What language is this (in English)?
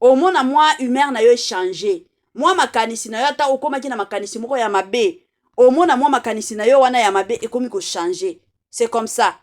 Lingala